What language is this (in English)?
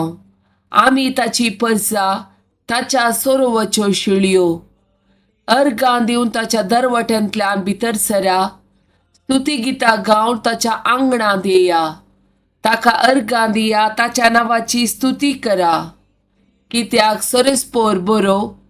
Konkani